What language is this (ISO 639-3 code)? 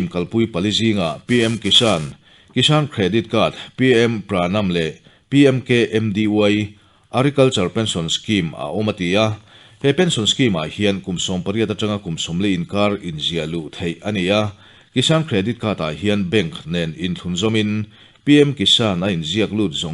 lus